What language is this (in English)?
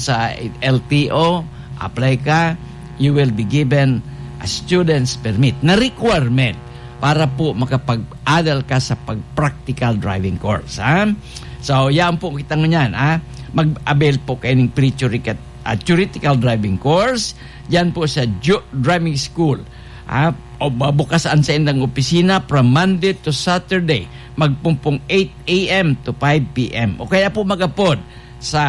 Bikol